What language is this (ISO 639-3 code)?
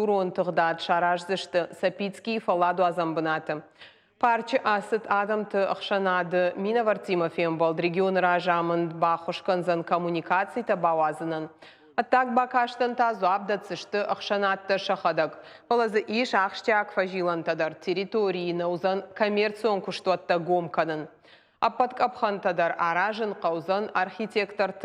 oss